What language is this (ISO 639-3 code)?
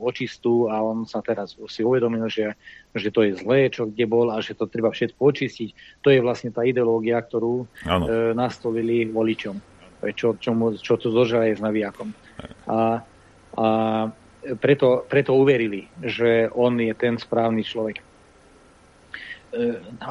slk